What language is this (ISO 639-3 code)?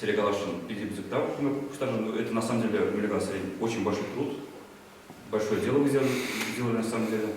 chv